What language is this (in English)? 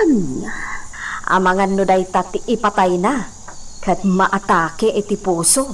Iloko